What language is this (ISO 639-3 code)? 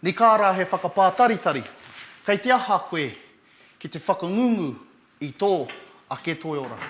mri